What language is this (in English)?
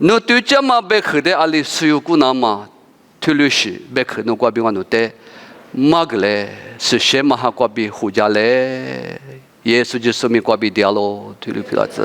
Lisu